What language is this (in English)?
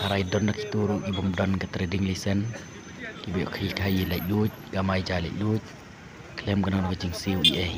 Khasi